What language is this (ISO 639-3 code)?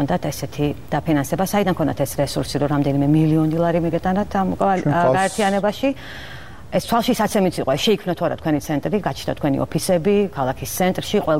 kat